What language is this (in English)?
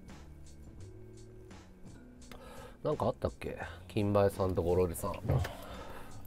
Japanese